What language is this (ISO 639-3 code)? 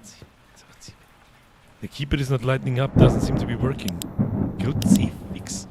bar